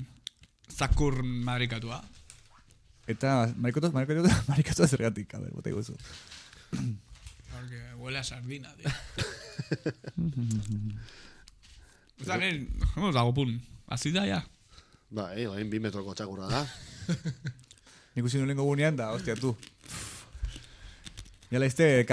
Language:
Basque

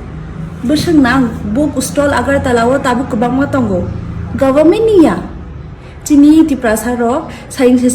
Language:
Kok Borok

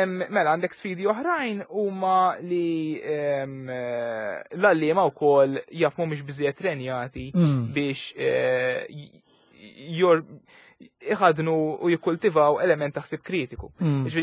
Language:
Maltese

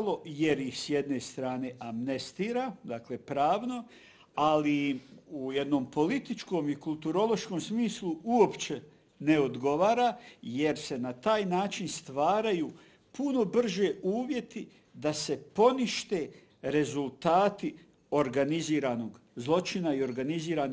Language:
Bosnian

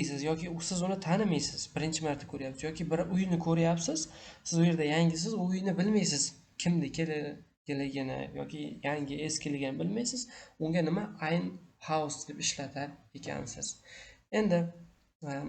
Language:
Uzbek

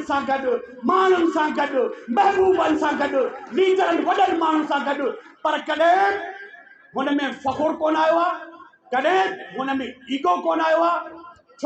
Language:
Sindhi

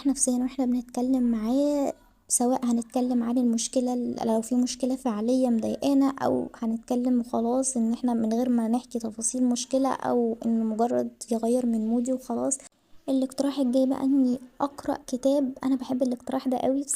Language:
Egyptian Arabic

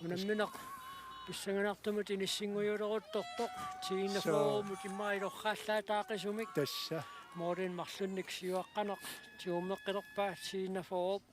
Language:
Kalaallisut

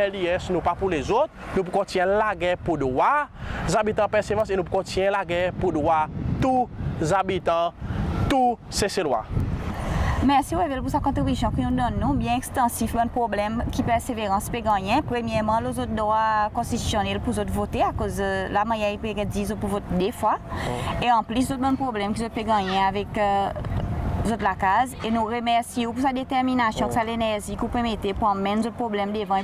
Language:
Seselwa Creole French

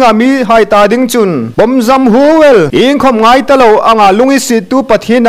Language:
Hmar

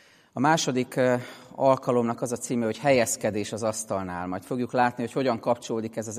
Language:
Hungarian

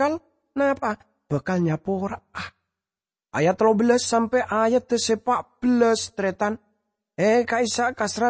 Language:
Madurese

